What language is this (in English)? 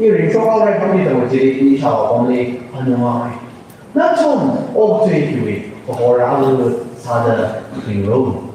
Tangkhul Naga (India)